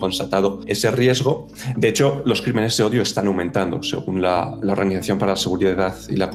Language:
Spanish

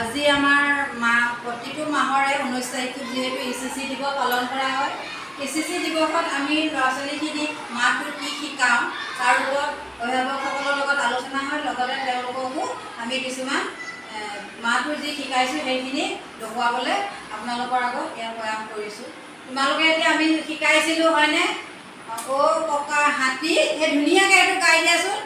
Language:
Assamese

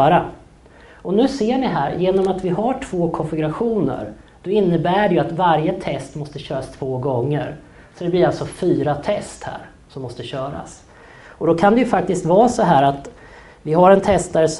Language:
Swedish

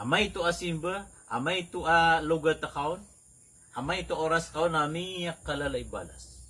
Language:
Maranao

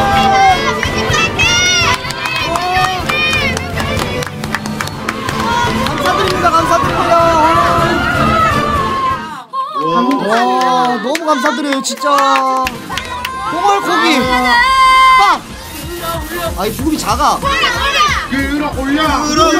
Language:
Korean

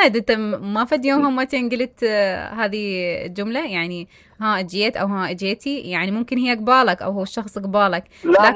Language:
Mesopotamian Arabic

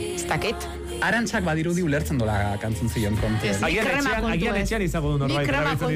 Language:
Basque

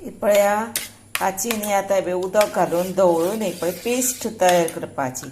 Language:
Konkani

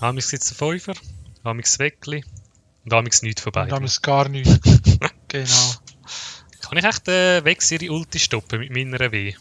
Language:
Swiss German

